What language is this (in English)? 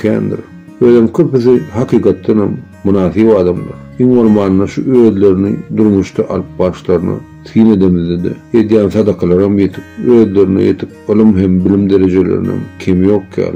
Turkmen